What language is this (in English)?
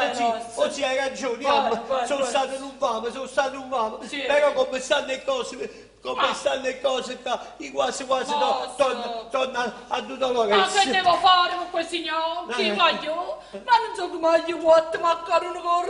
Neapolitan